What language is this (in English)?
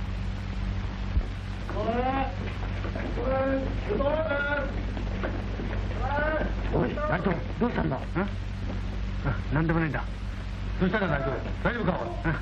Japanese